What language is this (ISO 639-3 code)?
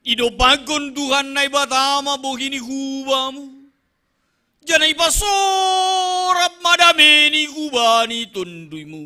bts